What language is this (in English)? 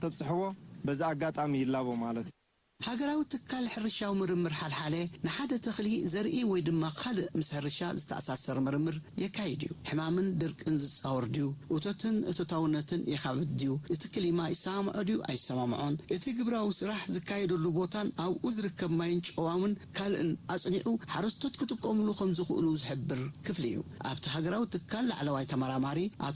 Tigrinya